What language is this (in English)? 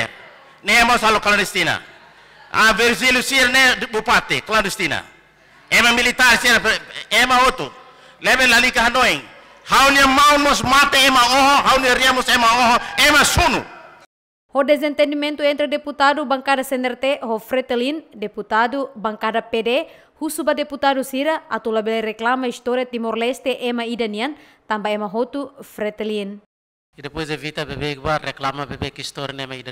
Tetum